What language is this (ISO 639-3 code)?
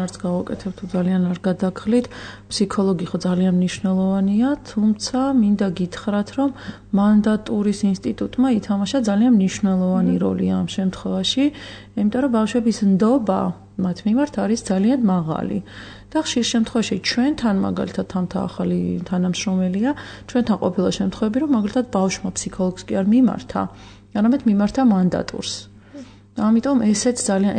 kat